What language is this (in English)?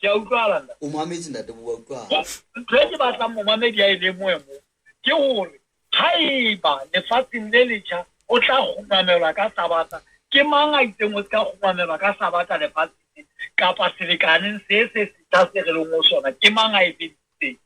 Southern Sotho